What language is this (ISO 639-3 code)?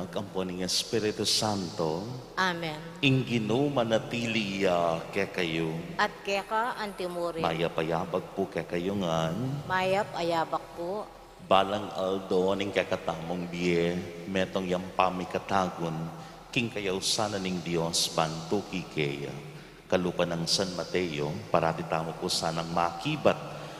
pam